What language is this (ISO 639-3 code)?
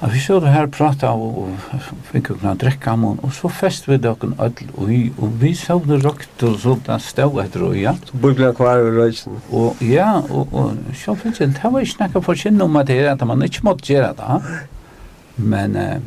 fao